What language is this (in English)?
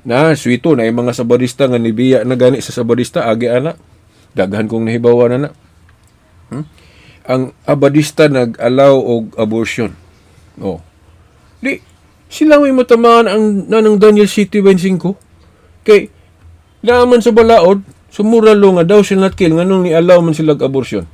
Cebuano